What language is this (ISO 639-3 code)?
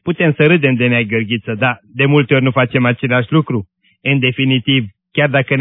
ron